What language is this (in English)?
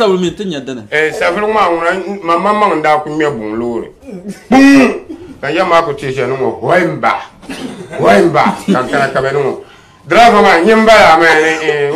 Dagbani